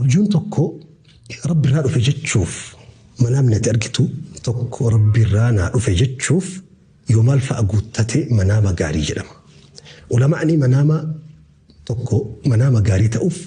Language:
Oromo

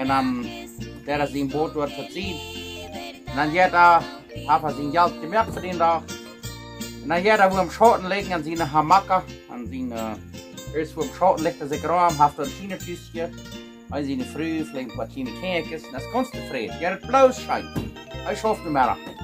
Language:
Plautdietsch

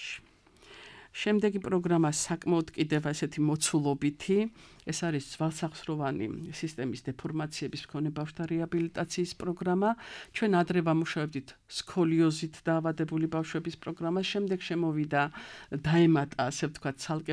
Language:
Georgian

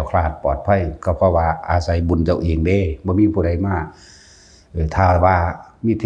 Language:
Northeastern Thai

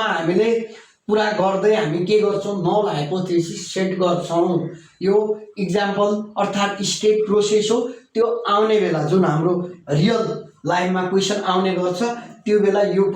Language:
Nepali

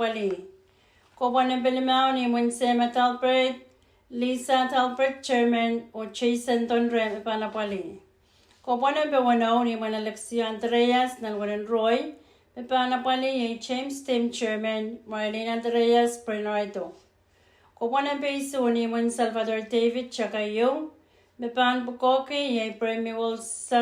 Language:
Pohnpeian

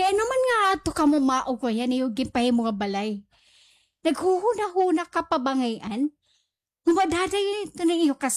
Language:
Waray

